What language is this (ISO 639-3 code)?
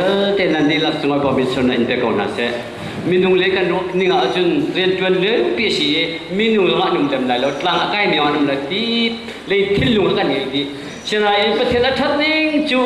cnh